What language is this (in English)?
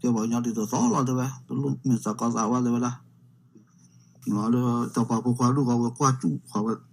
S'gaw Karen